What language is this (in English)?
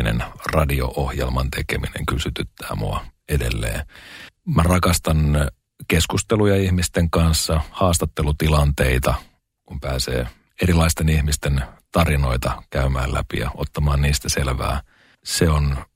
Finnish